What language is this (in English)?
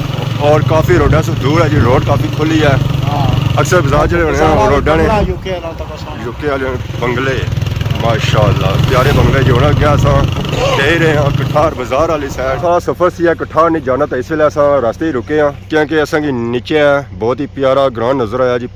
Pahari-Potwari